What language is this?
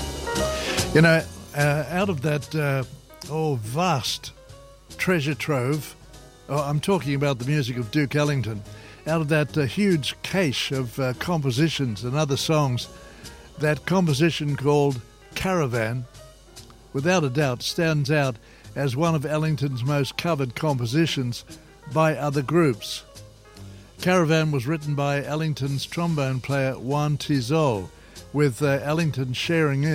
English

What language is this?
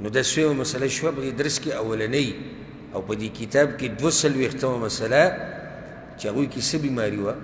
Pashto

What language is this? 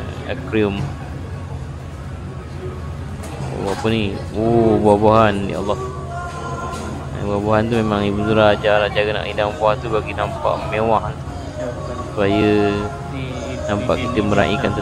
Malay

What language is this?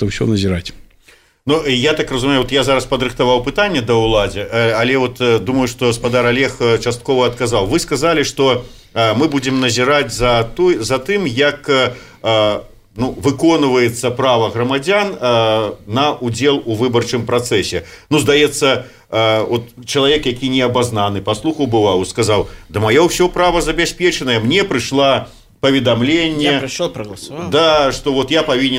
Belarusian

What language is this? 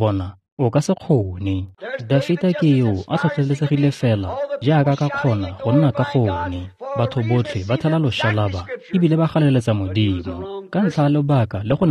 Tswana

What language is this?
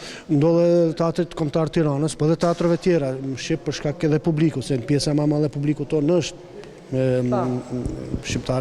Albanian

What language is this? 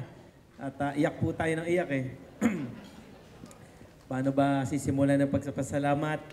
Filipino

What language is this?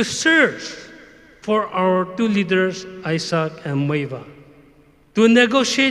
Tangkhul Naga (India)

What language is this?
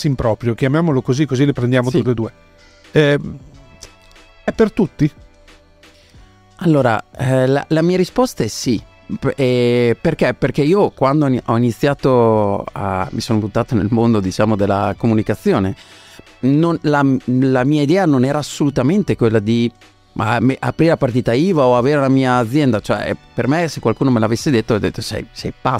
Italian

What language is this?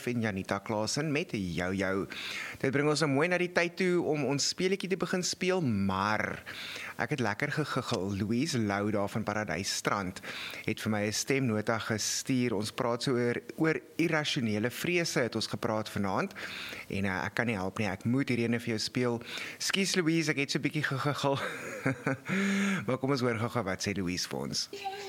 Afrikaans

